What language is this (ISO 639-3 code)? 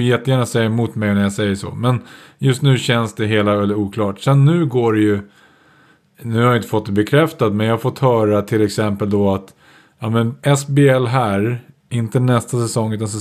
swe